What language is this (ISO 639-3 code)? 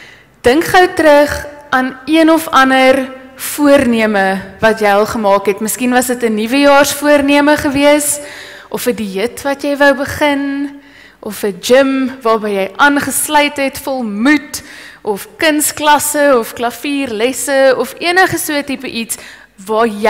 afr